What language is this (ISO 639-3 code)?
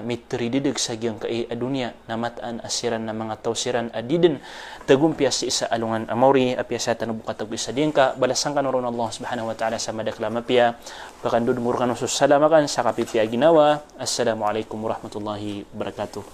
mrw